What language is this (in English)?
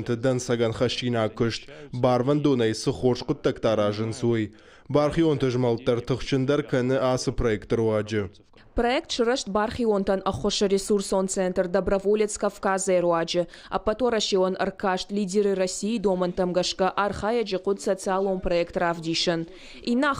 Ossetic